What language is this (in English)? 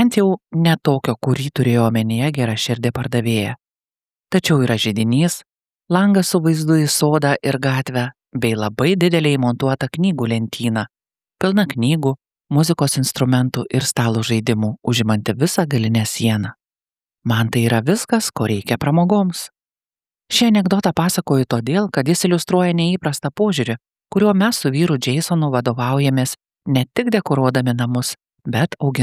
Lithuanian